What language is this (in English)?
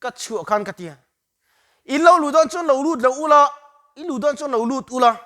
Mizo